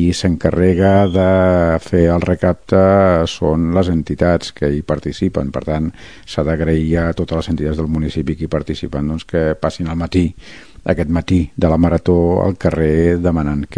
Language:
Catalan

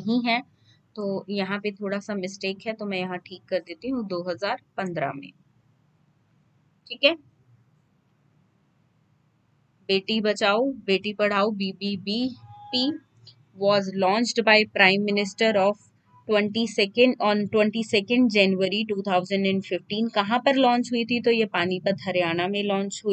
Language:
Hindi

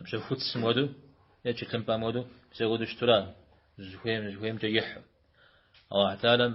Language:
Kabardian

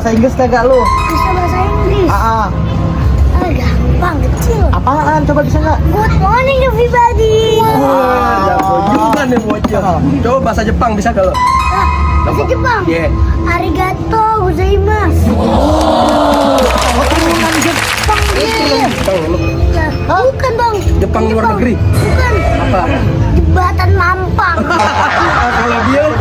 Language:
Betawi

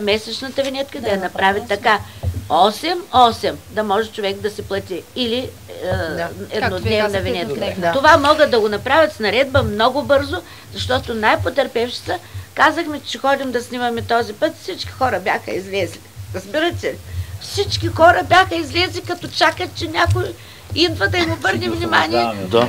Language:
Bulgarian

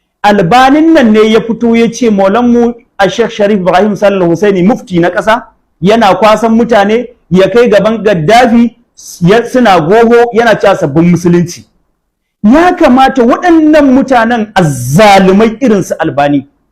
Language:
Hausa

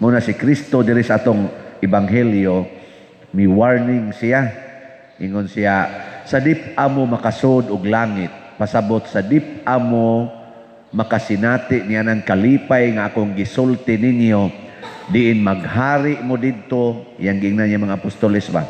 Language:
Cebuano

